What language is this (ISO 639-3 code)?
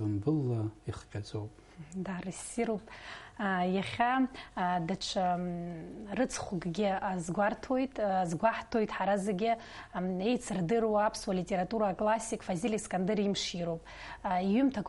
abk